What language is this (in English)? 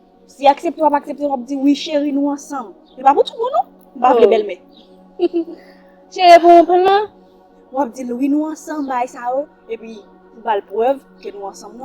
Haitian Creole